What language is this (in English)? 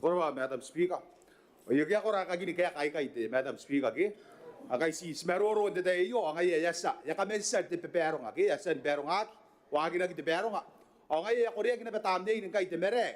Gilbertese